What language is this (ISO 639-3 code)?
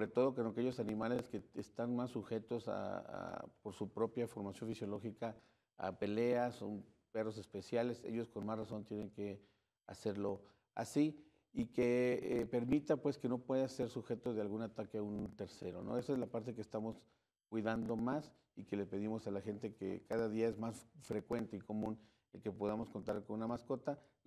spa